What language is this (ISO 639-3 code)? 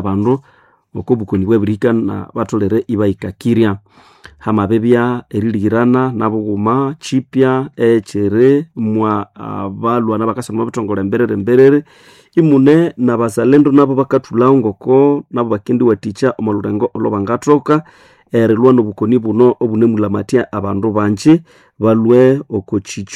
nnb